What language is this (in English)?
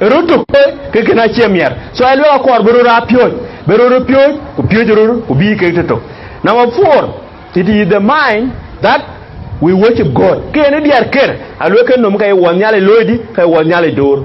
Dinka